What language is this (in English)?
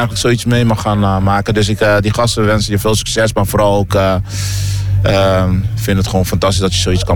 Dutch